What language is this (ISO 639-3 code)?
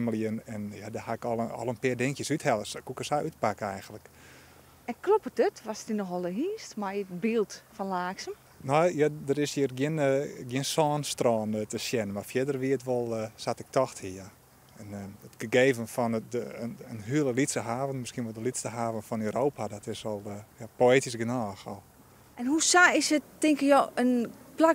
fry